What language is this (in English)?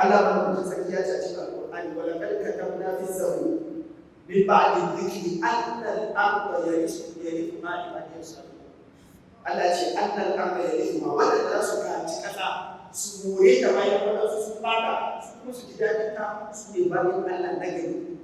Hausa